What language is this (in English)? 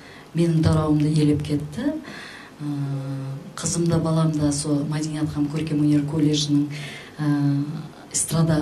Kara-Kalpak